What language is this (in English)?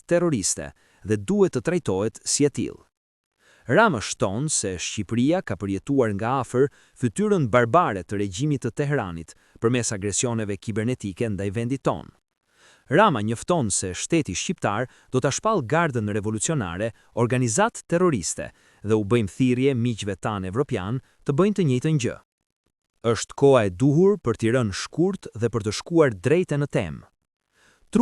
Albanian